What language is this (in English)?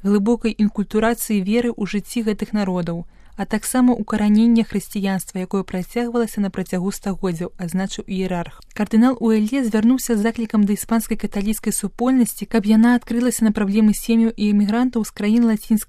Belarusian